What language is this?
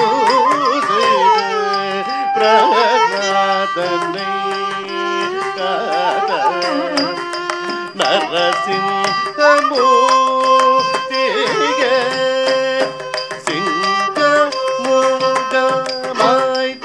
Tamil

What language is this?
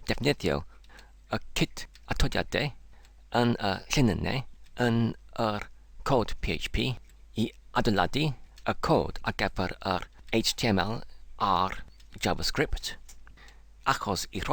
Welsh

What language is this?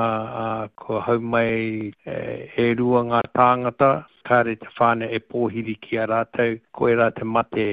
Māori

